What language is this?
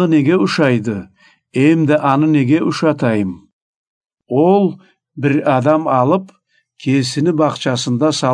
Karachay-Balkar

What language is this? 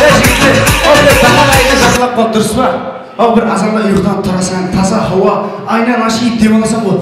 Kara-Kalpak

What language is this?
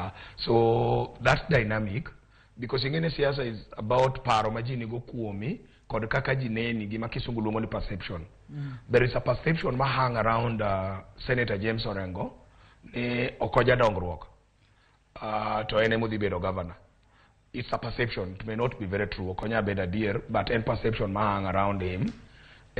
Luo (Kenya and Tanzania)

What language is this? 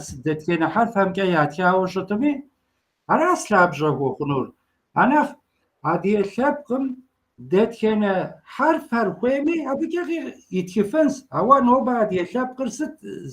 Kabardian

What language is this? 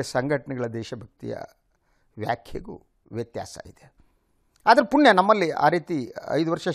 Kannada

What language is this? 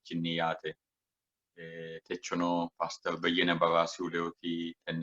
Sidamo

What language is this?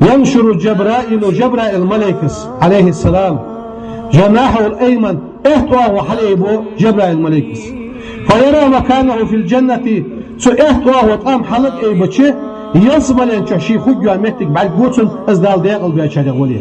Ingush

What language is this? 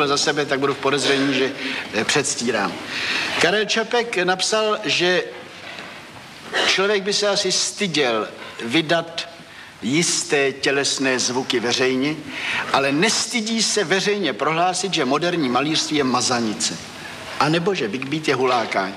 Czech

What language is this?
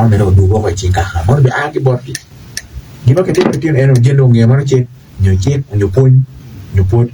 Acoli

